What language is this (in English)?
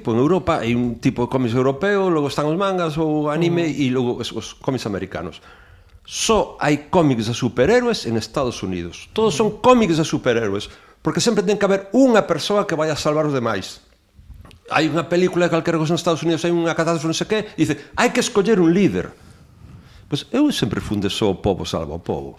Galician